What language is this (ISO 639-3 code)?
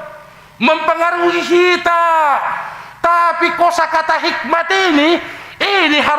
bts